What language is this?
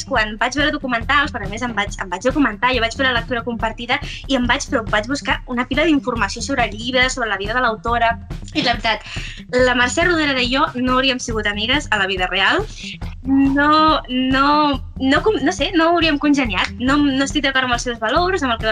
Catalan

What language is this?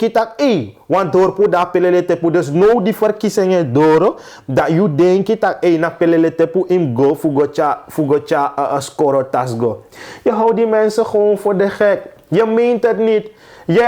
Sranan Tongo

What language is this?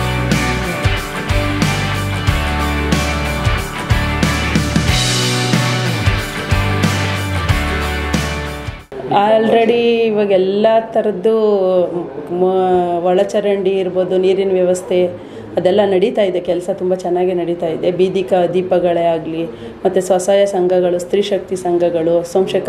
Kannada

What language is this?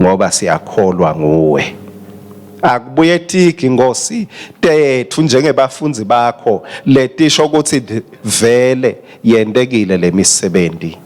Swati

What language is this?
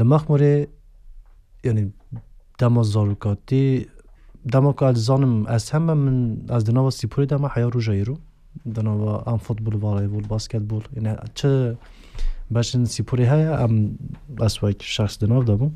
Kurdish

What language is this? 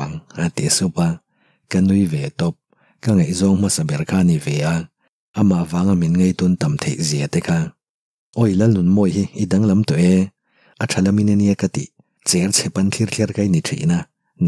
Mizo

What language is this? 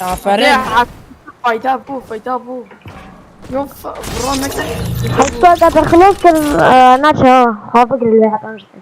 Kurdish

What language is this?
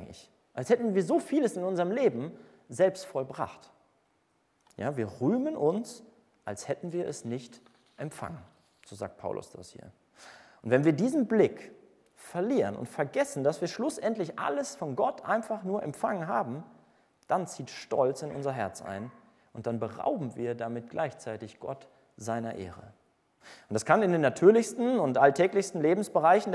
German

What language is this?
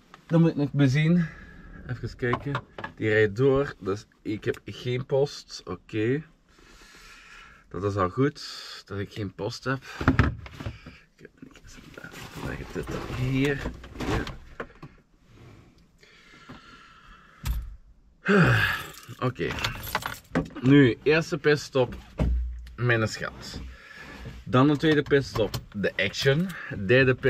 Dutch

